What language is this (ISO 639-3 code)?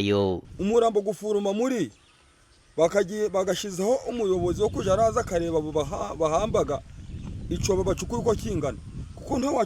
nyn